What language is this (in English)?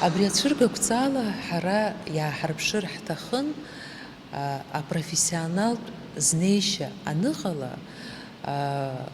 Abkhazian